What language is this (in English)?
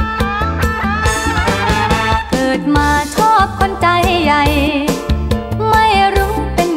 Thai